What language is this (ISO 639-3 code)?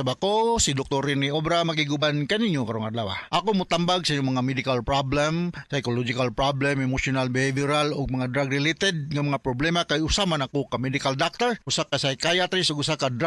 ceb